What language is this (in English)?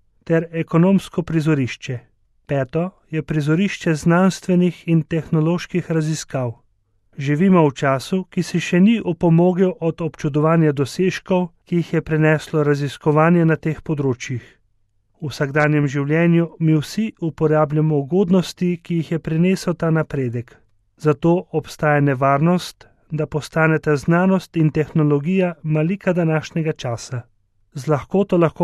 Slovenian